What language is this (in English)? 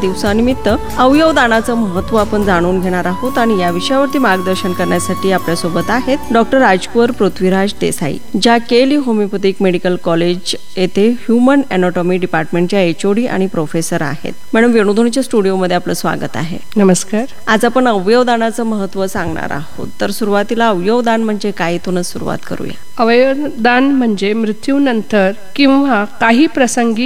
Marathi